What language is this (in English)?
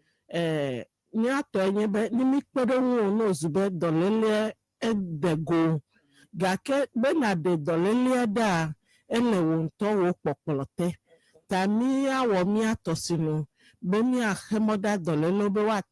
Ewe